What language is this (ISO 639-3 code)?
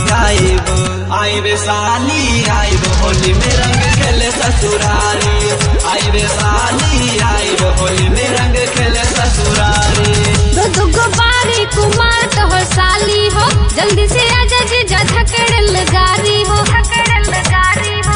bho